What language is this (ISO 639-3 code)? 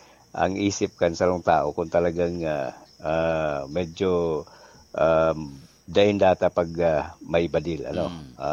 bik